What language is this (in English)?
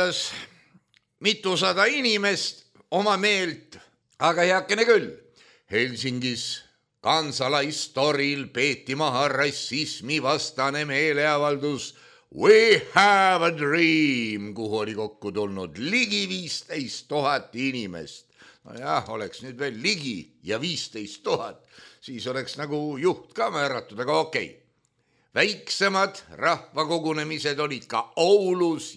Estonian